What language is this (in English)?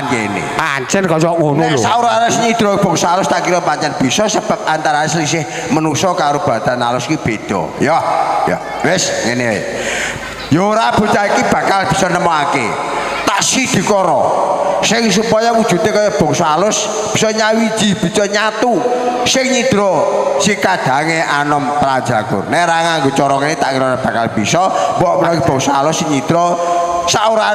Javanese